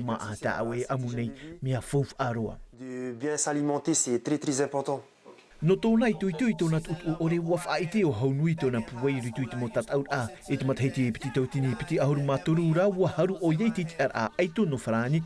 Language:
Tahitian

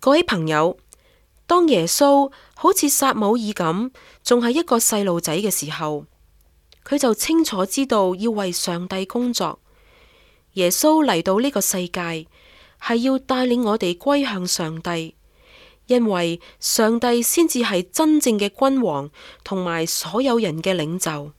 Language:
Cantonese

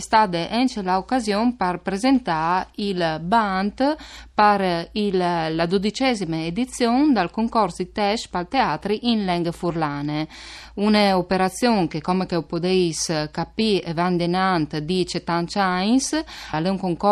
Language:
Friulian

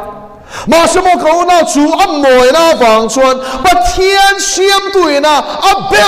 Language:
Mizo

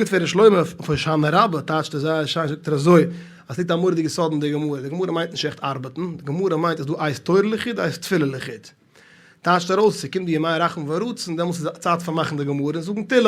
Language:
Yiddish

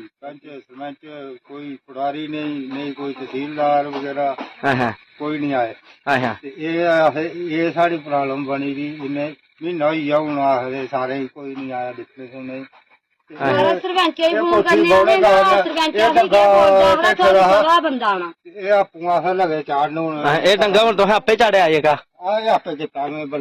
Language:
Dogri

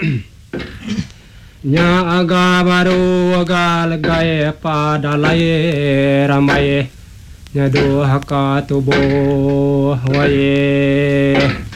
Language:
Iban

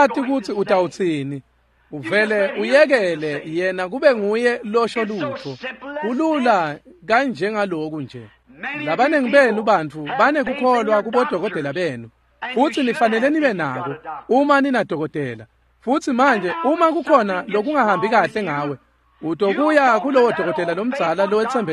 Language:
Swati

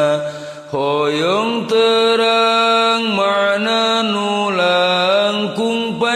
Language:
Sundanese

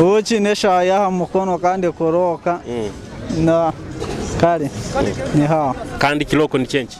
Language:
Nyoro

